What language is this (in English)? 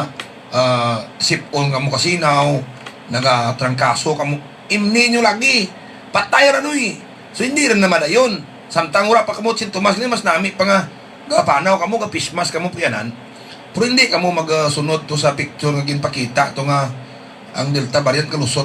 Hiligaynon